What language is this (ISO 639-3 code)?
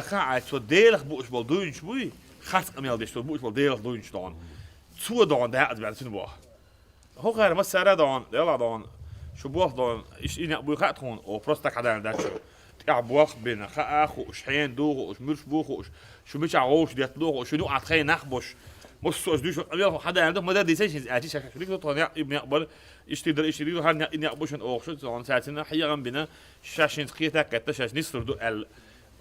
che